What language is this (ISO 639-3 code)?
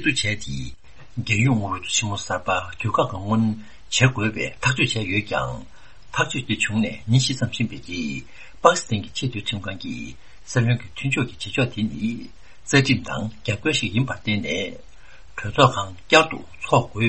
bod